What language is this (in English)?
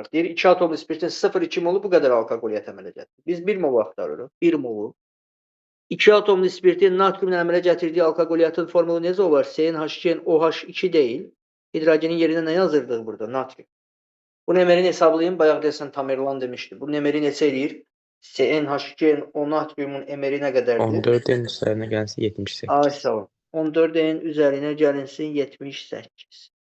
Azerbaijani